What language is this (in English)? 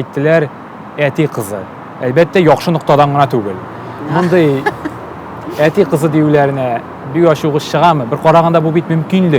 Tatar